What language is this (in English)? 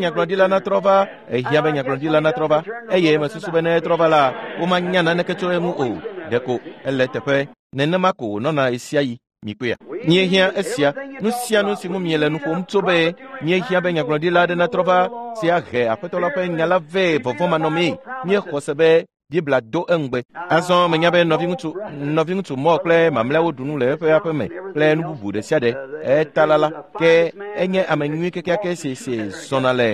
Ewe